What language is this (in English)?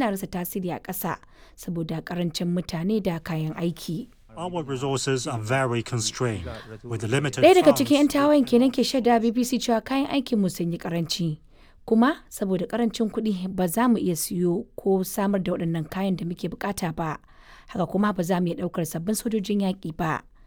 Hausa